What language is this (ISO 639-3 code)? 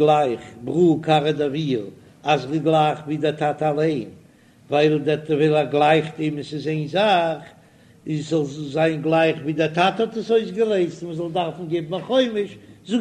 yid